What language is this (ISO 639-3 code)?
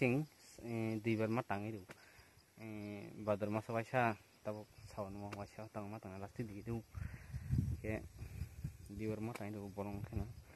trp